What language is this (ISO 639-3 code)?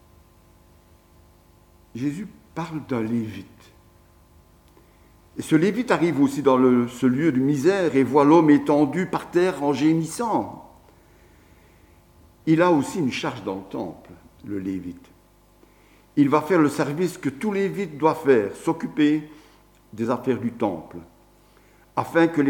fra